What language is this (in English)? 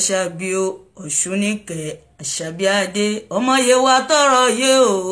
Yoruba